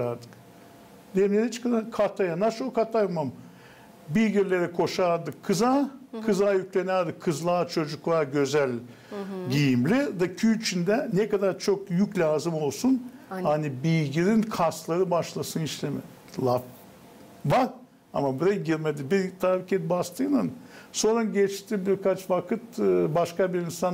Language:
Gagauz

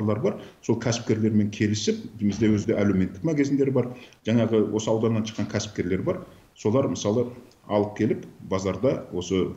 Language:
Kazakh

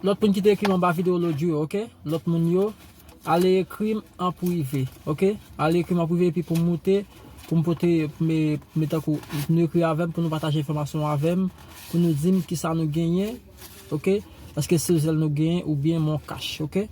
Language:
Haitian Creole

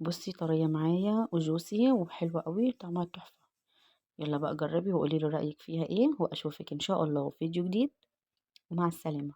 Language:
Egyptian Arabic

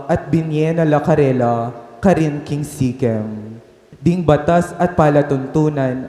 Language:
Pampanga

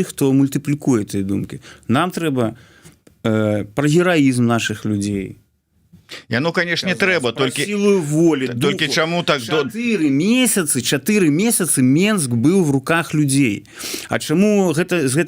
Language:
Belarusian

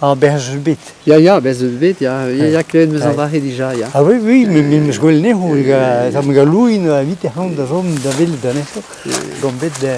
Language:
Breton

